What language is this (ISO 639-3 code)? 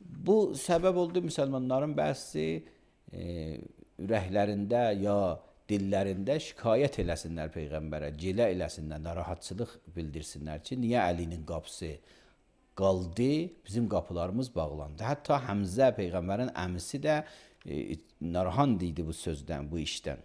aze